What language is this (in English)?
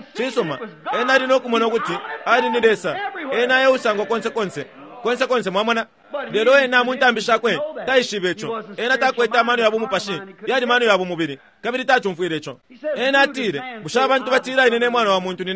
Bemba